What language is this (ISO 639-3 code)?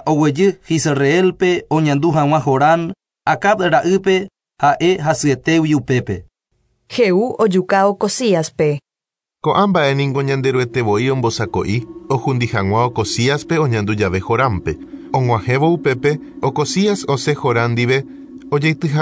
grn